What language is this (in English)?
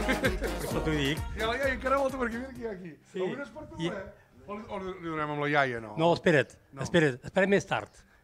Catalan